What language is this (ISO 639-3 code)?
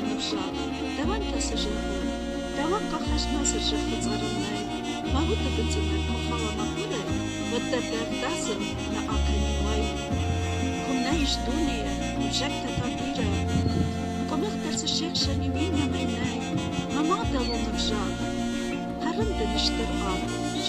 oss